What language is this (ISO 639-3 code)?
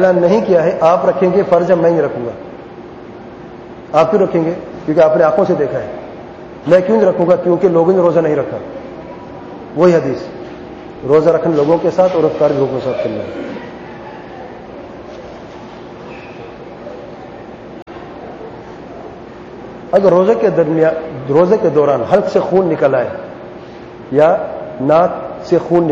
urd